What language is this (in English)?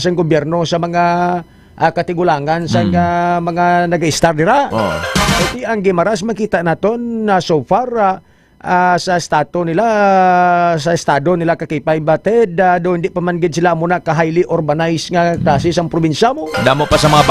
Hiligaynon